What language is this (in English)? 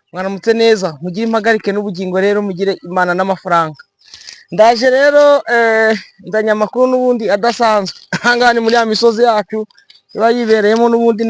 Kinyarwanda